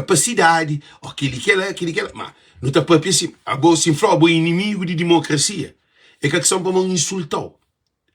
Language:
Kabuverdianu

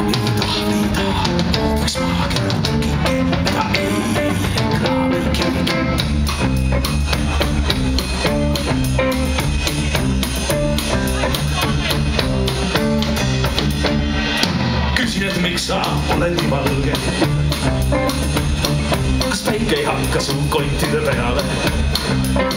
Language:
Estonian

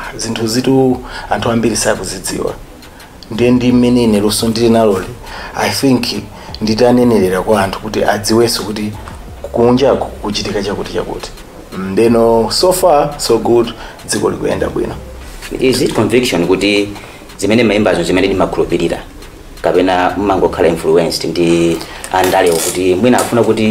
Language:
Nyanja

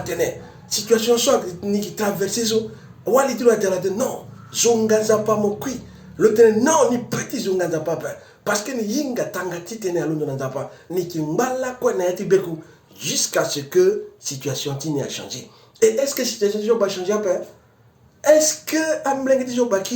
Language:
Sango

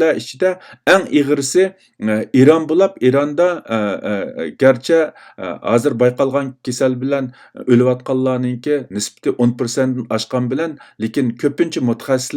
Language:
Uyghur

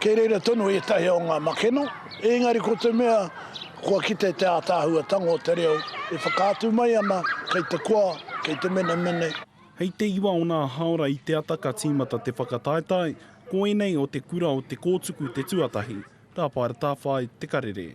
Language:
Māori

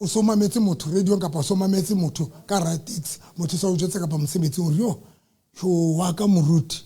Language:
Southern Sotho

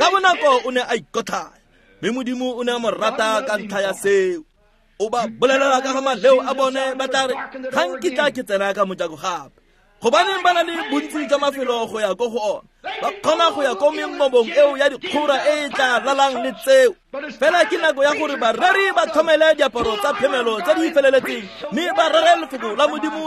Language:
Tswana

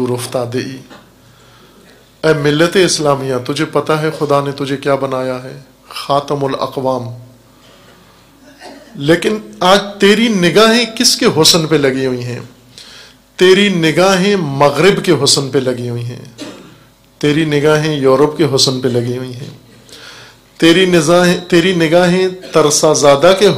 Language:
Urdu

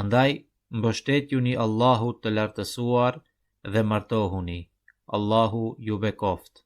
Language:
Albanian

